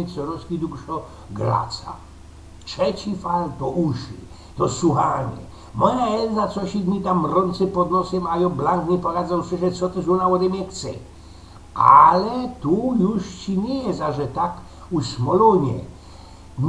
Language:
Silesian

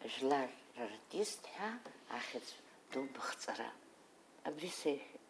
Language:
Abkhazian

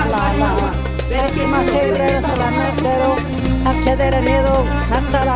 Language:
Zaza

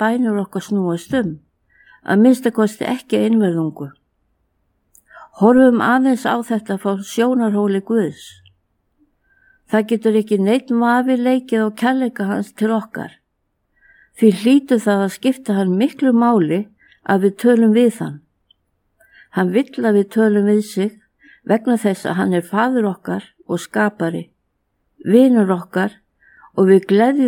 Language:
Icelandic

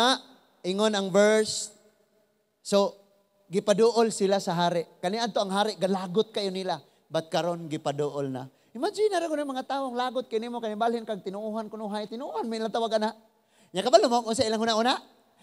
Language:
Cebuano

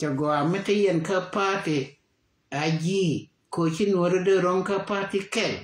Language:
Nuer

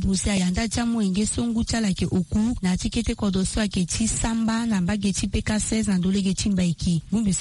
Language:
Sango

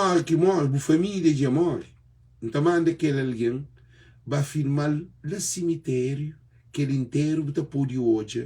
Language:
Kabuverdianu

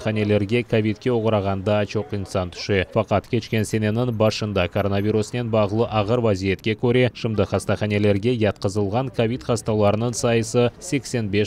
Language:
Crimean Tatar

